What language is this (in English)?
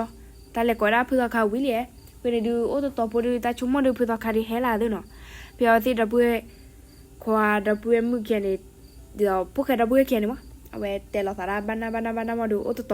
S'gaw Karen